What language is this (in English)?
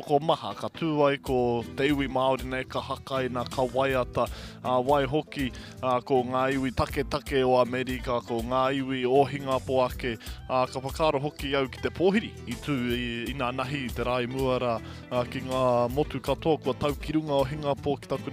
Māori